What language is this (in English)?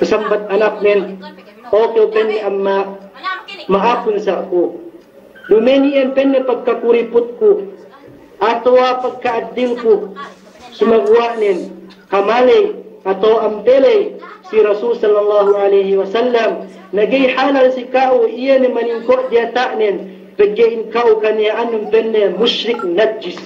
Yakan